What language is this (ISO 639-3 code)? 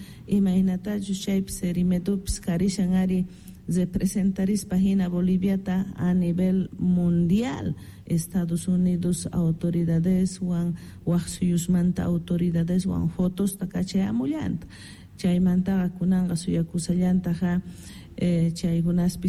quh